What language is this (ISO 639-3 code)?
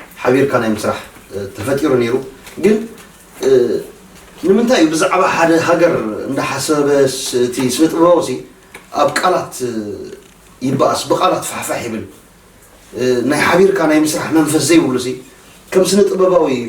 tir